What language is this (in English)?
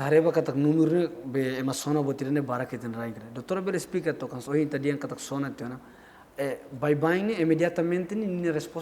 Tetum